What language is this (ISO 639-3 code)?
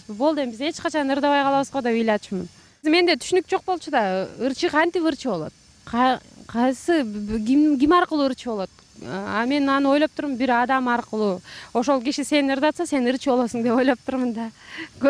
kir